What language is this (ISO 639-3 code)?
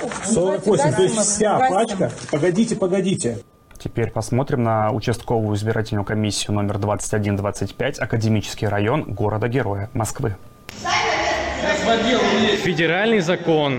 rus